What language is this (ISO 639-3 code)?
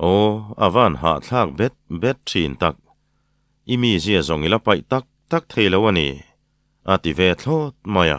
lus